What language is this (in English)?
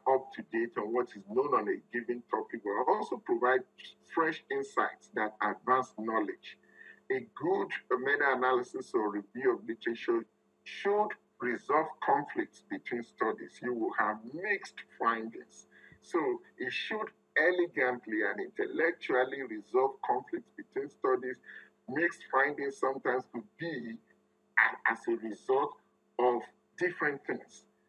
English